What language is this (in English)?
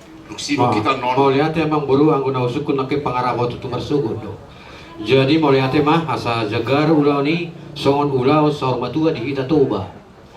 Batak Toba